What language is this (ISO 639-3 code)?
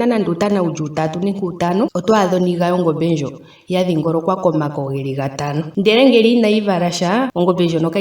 ndo